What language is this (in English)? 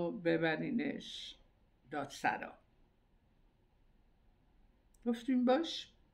Persian